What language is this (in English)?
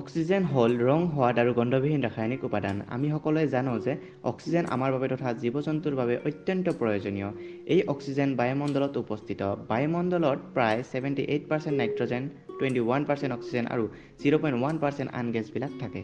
Assamese